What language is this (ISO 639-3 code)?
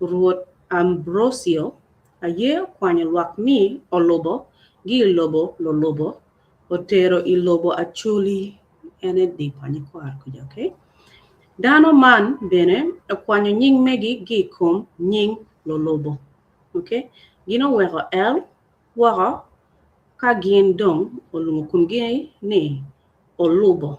ach